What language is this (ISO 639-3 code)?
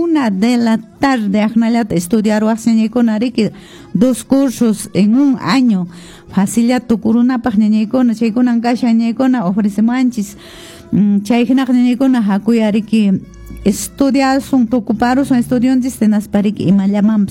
que